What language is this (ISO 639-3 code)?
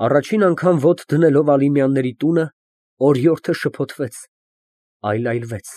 hye